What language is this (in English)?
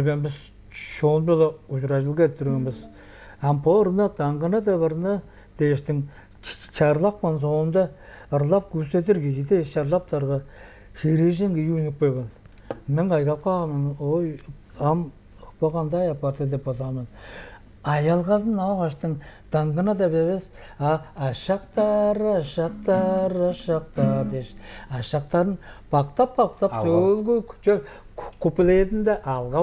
Tuvinian